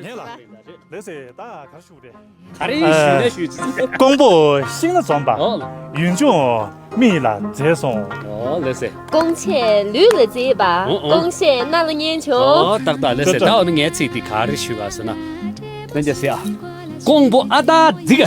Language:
Tibetan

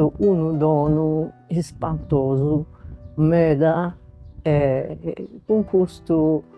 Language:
Sardinian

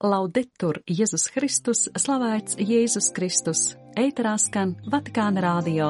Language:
Latvian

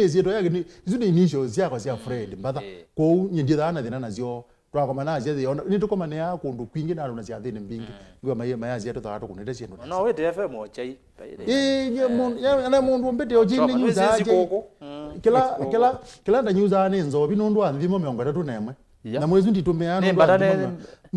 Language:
Kamba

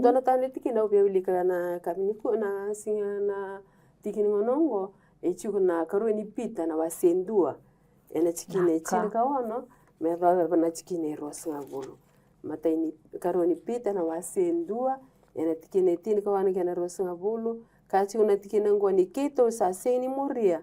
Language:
Fijian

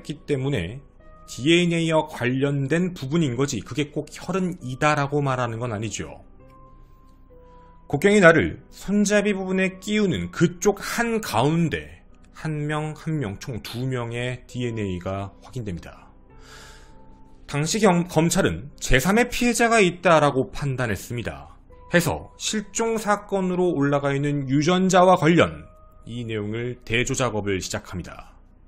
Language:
Korean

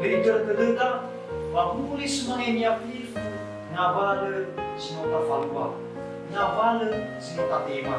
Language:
Nias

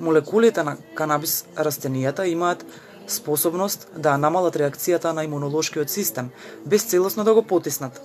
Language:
Macedonian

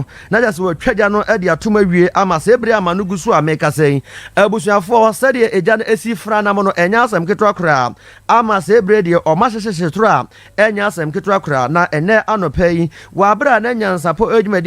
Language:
Akan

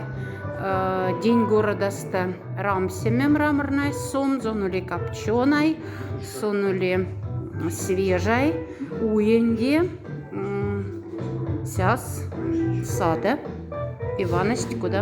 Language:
Moksha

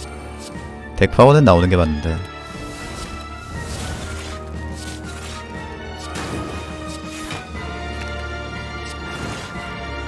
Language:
Korean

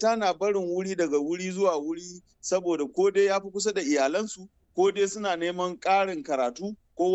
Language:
Hausa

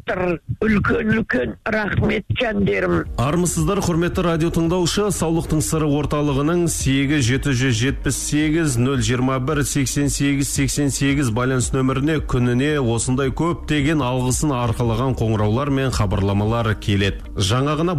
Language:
Kazakh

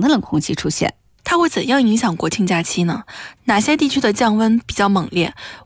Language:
Chinese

